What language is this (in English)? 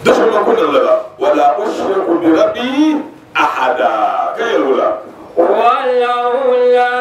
Dagbani